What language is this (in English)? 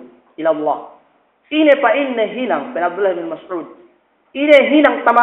Yakan